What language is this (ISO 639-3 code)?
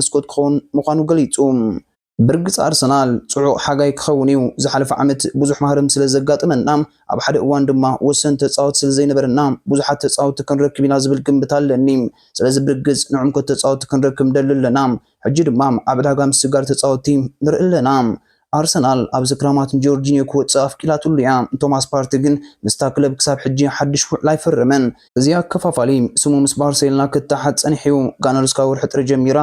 tir